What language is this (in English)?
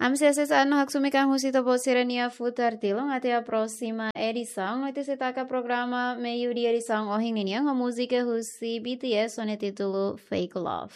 Tetum